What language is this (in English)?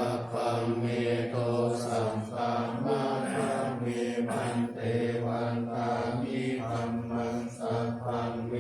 Pali